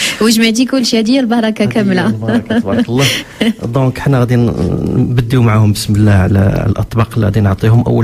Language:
Moroccan Arabic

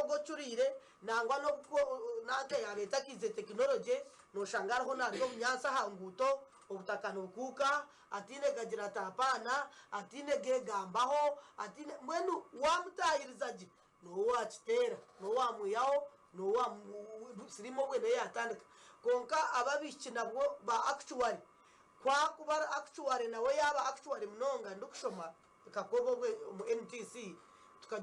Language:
Nyankole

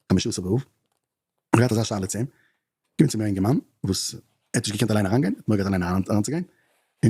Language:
Yiddish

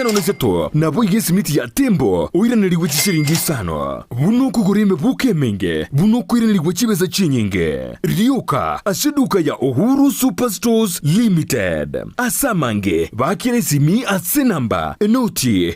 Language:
Gusii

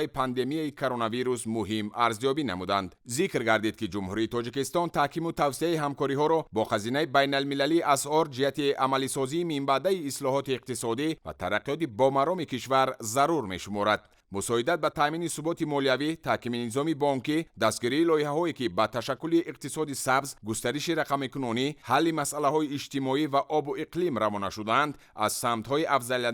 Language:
Tajik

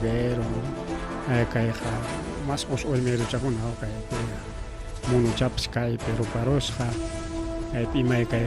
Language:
Ayacucho Quechua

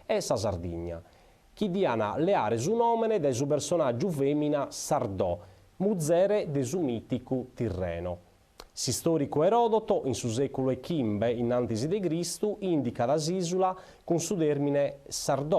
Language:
Sardinian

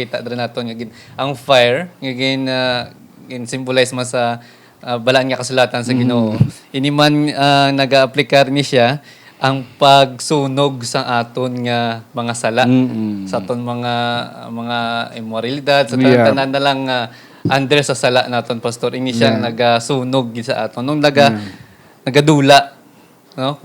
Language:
Hiligaynon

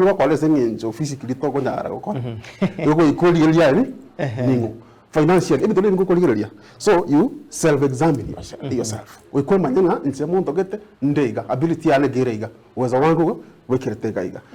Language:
Gusii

